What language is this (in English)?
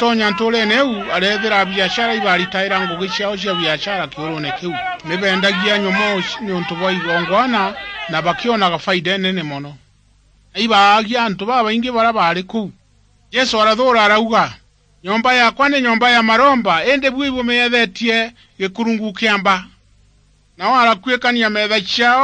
Meru